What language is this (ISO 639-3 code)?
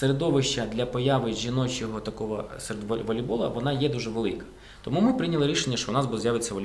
ukr